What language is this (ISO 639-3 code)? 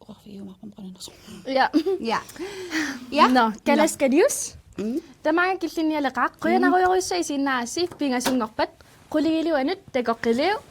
kal